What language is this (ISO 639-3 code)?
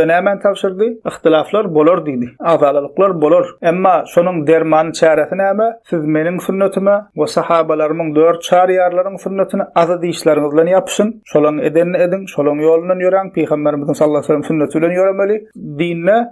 tuk